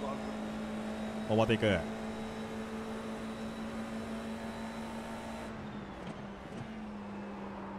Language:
Japanese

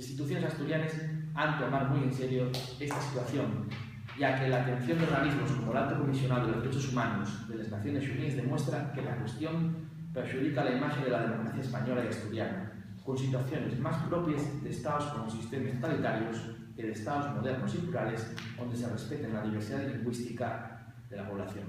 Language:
Asturian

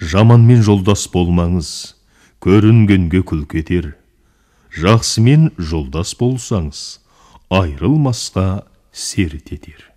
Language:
Kazakh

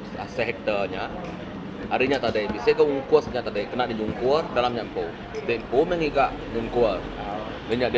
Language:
Iban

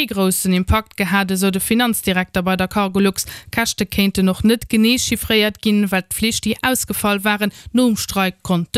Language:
Luxembourgish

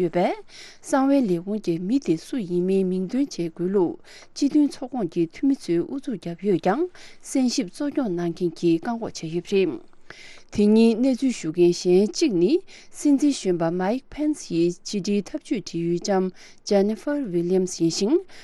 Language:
Tibetan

